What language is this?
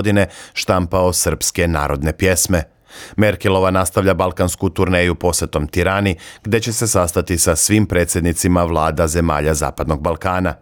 Serbian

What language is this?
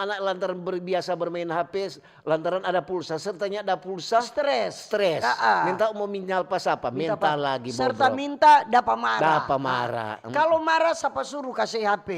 Manado Malay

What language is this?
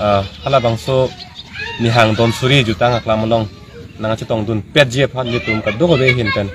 Karbi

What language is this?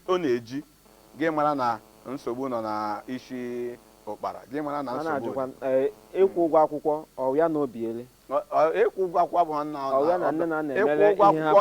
Igbo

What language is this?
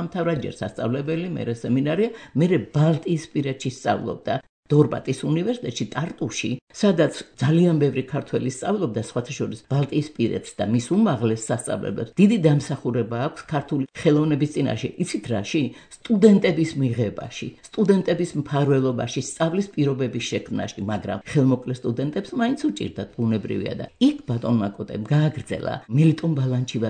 Georgian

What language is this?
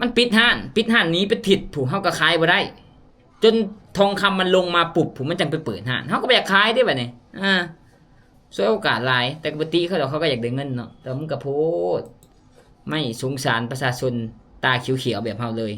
Lao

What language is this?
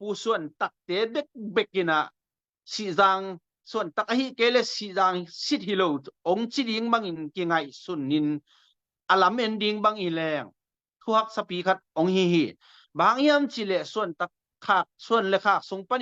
Tedim Chin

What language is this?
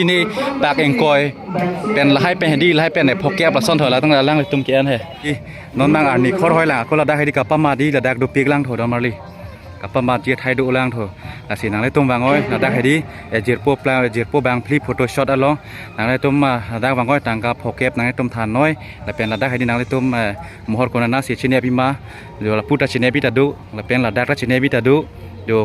Karbi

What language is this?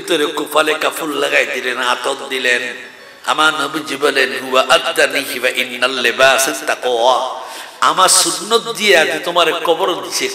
Sylheti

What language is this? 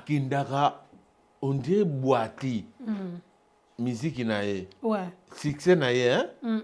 Lingala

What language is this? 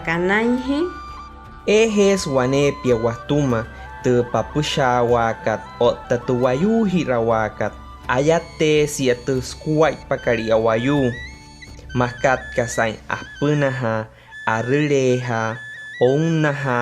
Wayuu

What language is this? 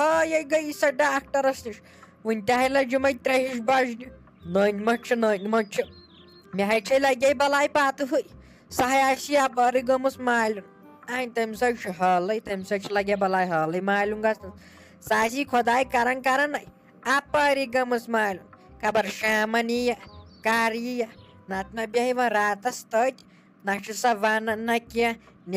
Kashmiri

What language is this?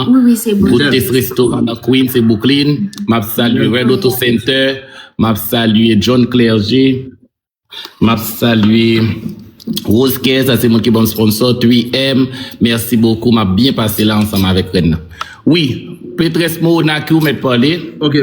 Haitian Creole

